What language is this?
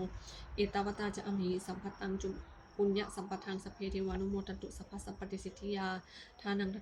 Pali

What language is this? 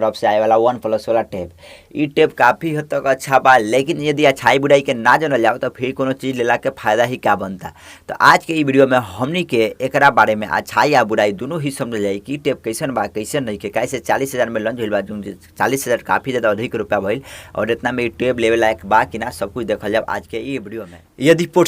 Bhojpuri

